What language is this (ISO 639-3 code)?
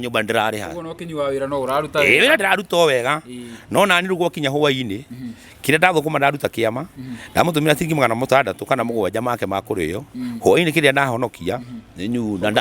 kik